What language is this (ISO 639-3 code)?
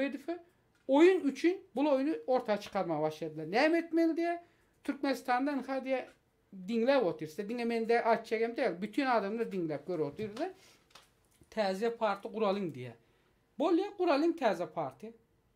tuk